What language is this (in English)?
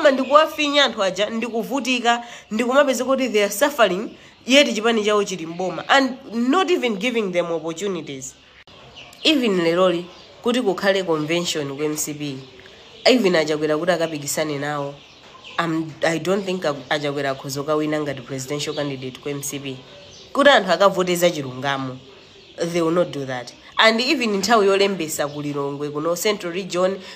Nyanja